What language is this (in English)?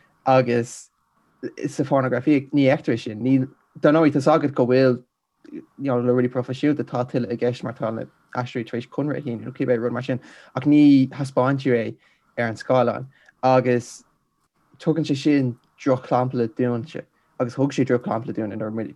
Irish